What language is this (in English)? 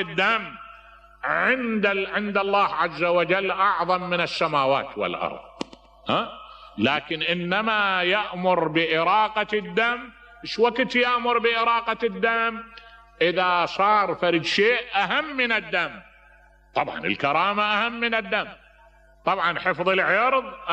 Mesopotamian Arabic